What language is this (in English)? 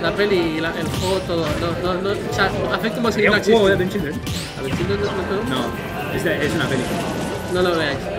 Spanish